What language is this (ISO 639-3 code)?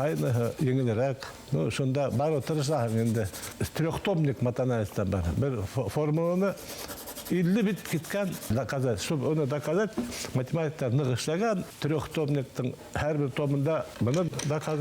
bak